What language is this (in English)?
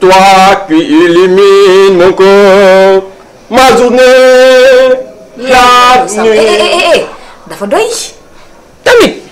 Wolof